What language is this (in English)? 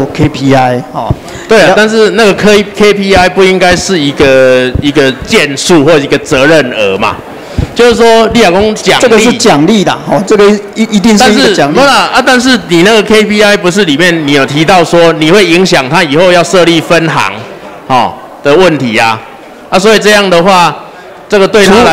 Chinese